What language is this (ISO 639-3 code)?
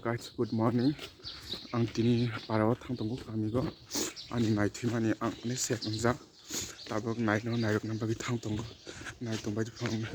trp